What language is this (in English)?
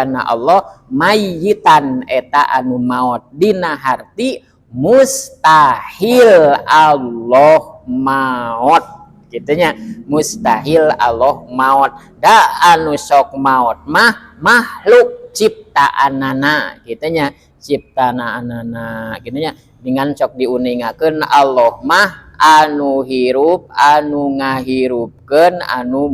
Sundanese